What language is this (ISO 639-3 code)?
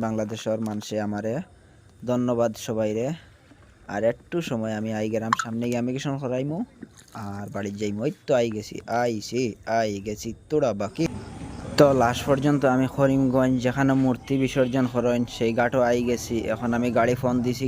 syl